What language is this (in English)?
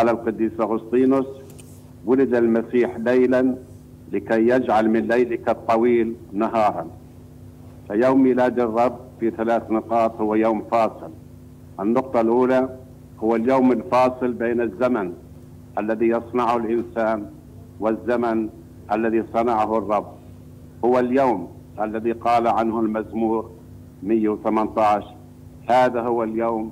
Arabic